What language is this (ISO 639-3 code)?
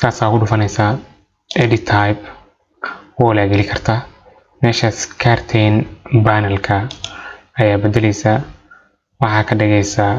som